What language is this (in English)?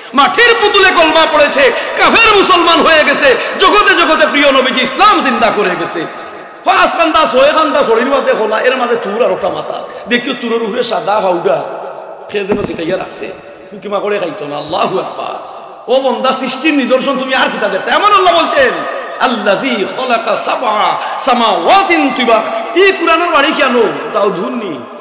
Sylheti